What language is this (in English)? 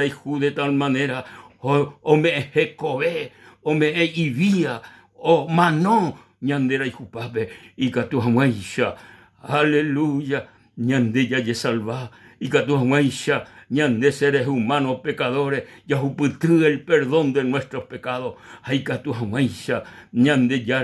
Guarani